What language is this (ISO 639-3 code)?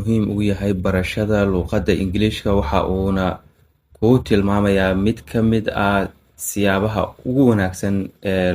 som